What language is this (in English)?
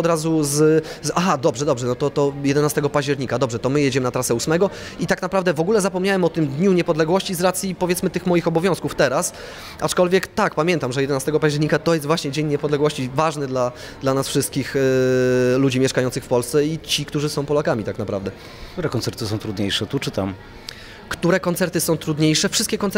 Polish